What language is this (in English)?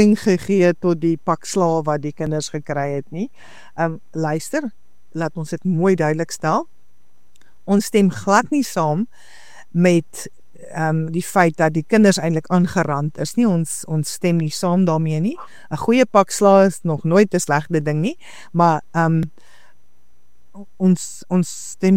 Afrikaans